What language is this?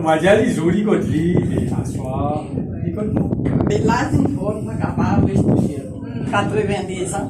Morisyen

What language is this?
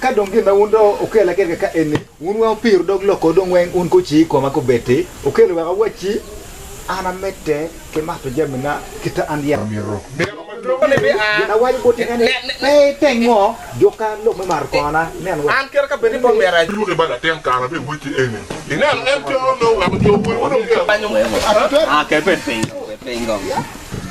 Acoli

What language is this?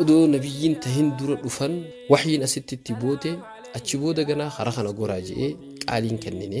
Oromo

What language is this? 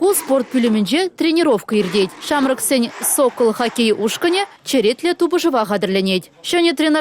Chuvash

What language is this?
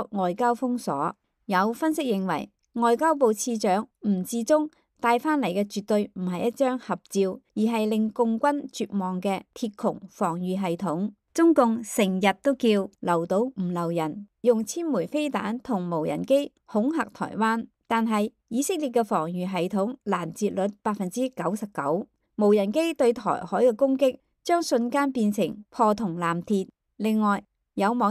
Cantonese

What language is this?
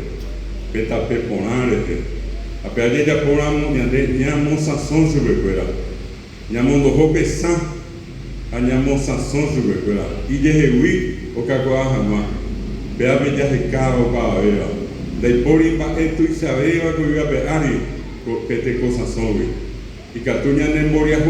Guarani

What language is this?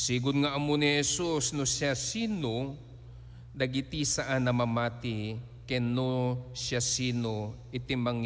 Iloko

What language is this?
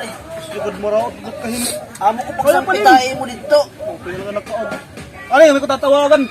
Waray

